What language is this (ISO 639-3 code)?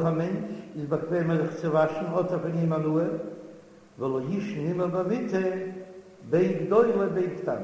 yid